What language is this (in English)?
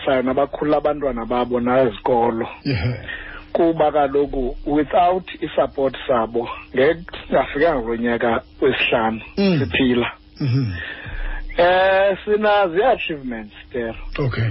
Xhosa